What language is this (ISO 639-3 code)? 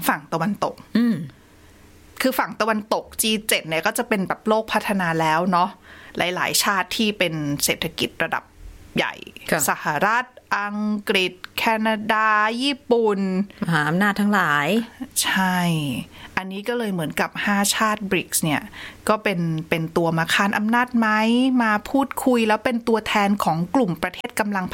tha